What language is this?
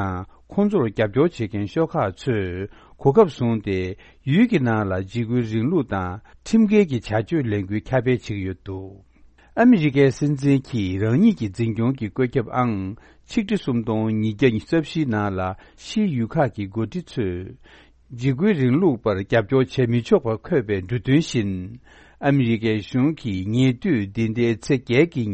Tibetan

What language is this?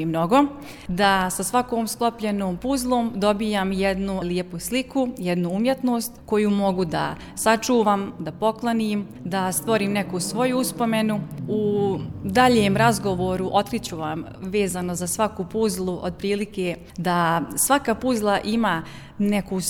Bosnian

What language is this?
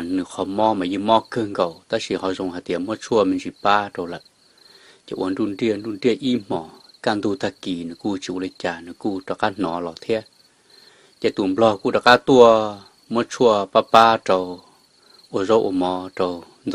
Hmong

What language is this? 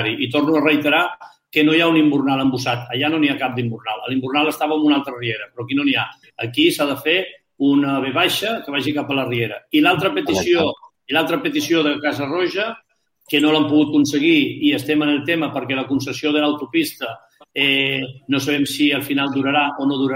Catalan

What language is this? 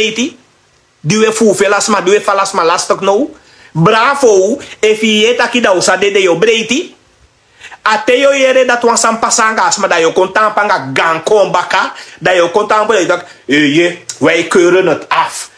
Sranan Tongo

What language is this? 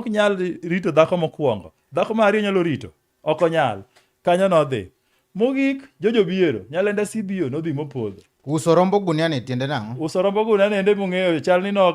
Luo (Kenya and Tanzania)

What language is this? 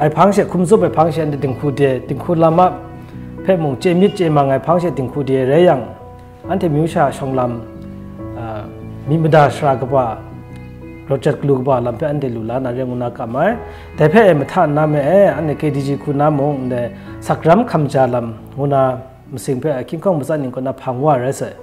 Kachin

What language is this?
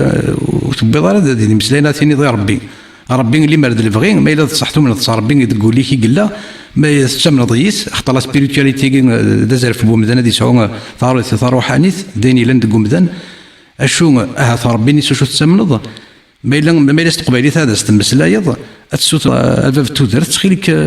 Kabyle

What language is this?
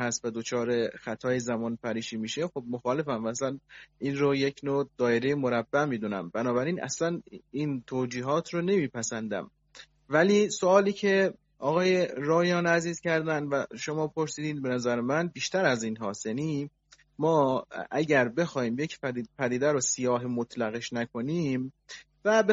Persian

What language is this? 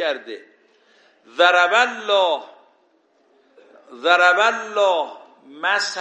Persian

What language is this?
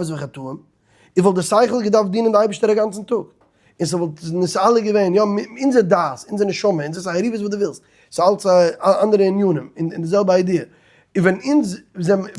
Yiddish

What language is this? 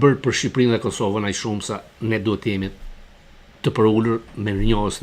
Albanian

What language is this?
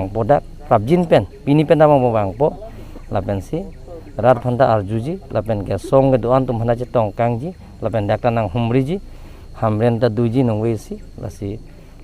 Karbi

